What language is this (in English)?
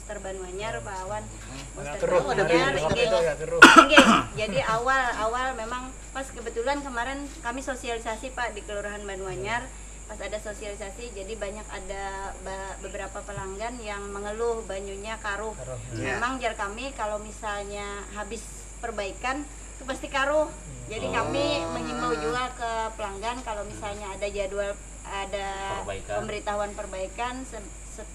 Banjar